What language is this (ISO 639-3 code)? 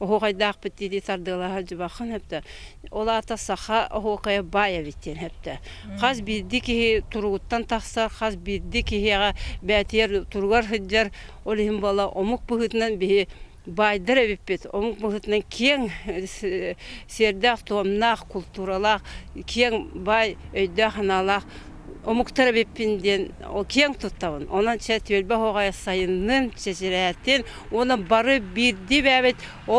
sah